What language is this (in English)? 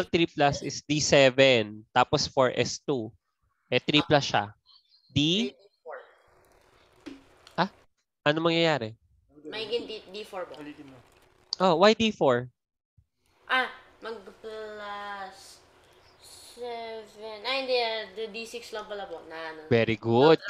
Filipino